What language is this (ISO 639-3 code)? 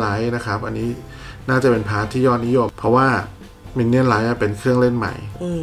tha